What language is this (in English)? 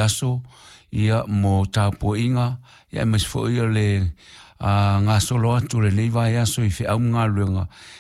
Samoan